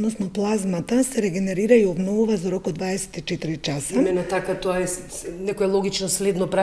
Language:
Macedonian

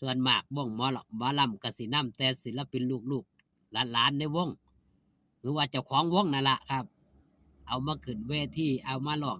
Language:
Northeastern Thai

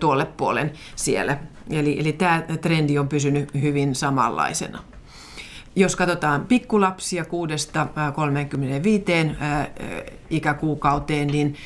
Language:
Finnish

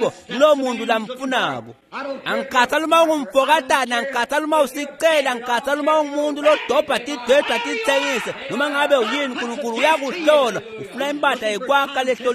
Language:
Swati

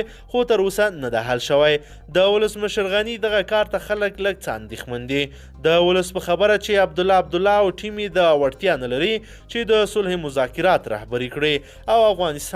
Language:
Pashto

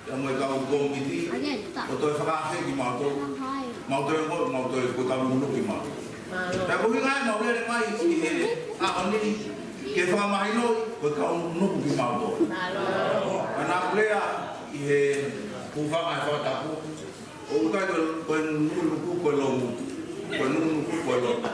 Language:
Tongan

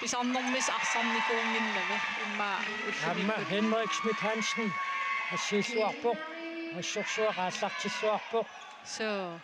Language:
Kalaallisut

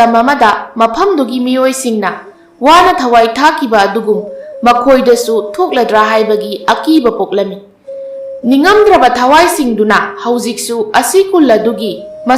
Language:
Manipuri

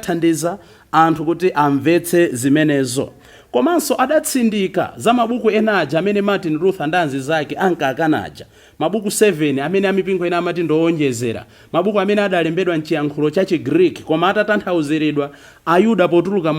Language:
Nyanja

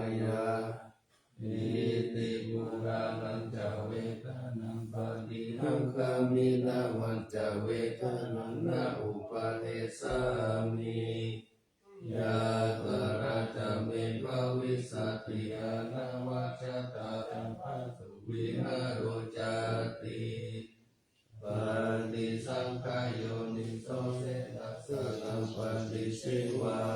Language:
Pali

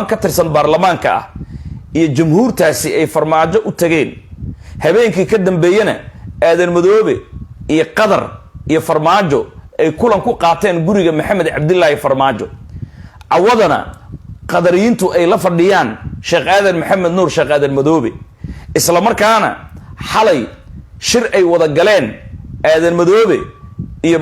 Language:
Somali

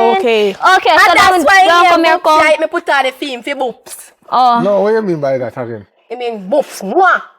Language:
Jamaican Creole English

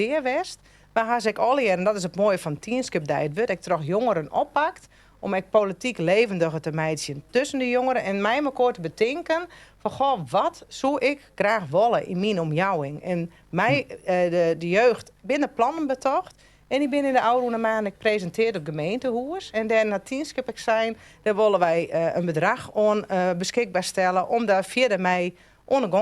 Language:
Western Frisian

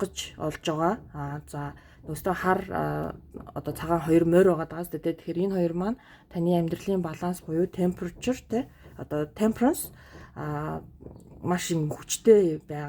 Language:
Mongolian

